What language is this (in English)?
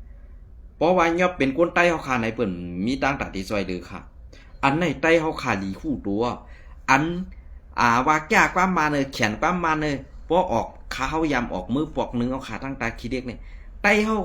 Shan